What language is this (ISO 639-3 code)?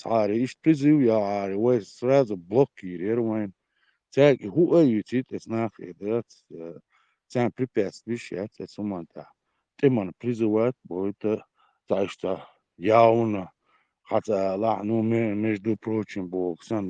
che